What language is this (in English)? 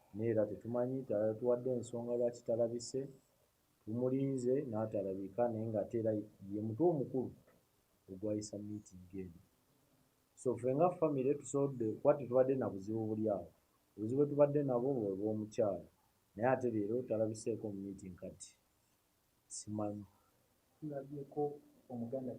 Ganda